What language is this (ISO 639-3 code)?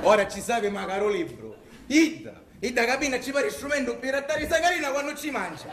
scn